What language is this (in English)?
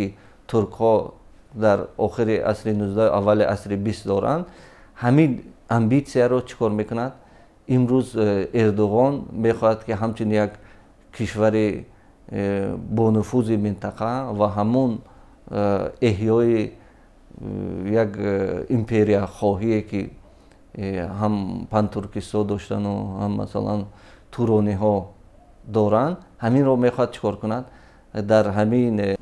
Tajik